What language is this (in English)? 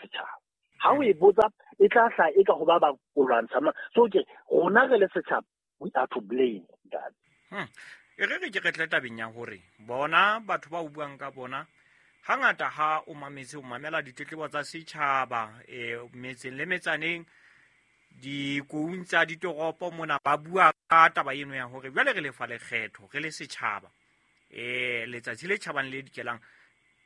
Southern Sotho